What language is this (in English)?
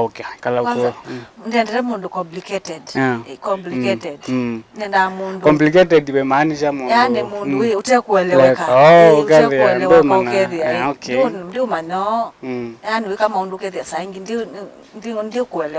Kamba